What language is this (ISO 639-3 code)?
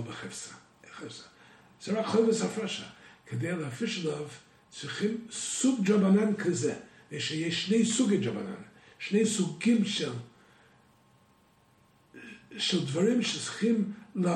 heb